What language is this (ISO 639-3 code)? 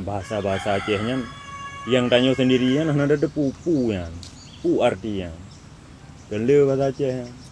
ace